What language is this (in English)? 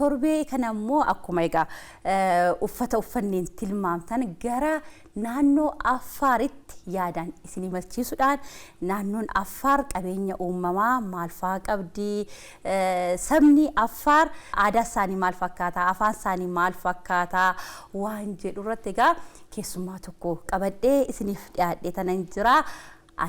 Oromo